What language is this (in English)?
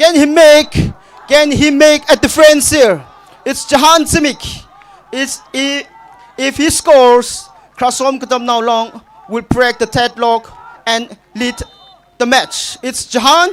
Tangkhul Naga (India)